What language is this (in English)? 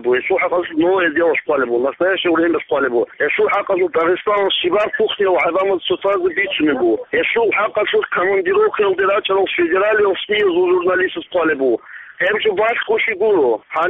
Avaric